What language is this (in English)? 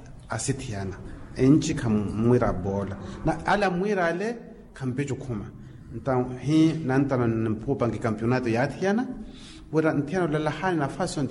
Makhuwa